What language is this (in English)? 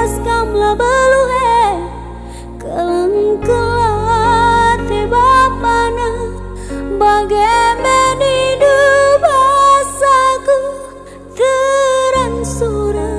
Batak Karo